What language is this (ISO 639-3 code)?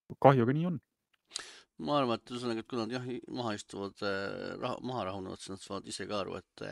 est